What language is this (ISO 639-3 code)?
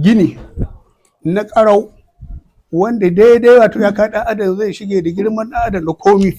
hau